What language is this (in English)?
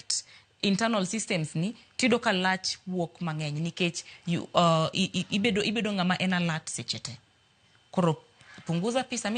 Luo (Kenya and Tanzania)